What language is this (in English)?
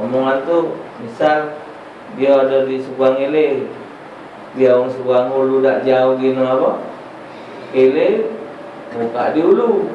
Musi